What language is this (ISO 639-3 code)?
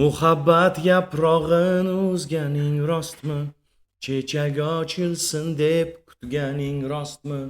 uzb